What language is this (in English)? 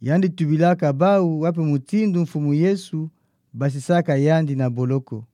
Kituba (Democratic Republic of Congo)